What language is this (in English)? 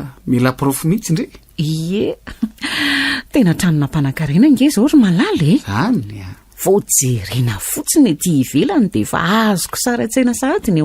Malagasy